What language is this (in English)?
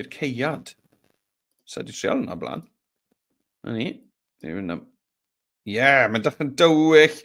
Welsh